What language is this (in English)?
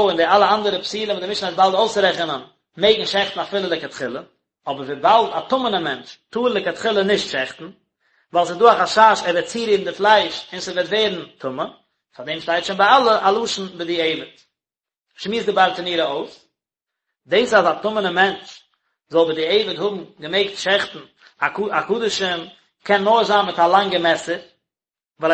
Yiddish